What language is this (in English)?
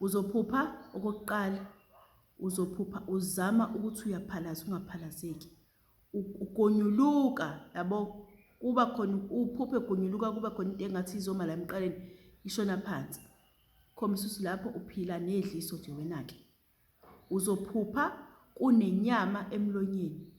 Zulu